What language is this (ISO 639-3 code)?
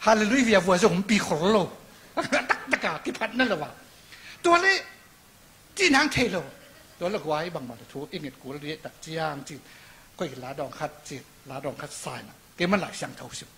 ctd